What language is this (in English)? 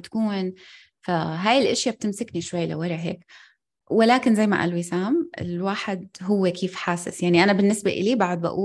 North Levantine Arabic